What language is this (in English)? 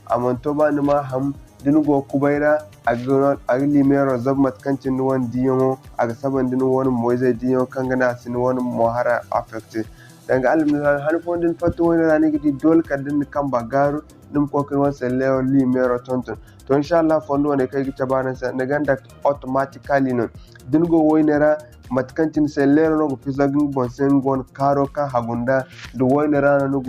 Zarma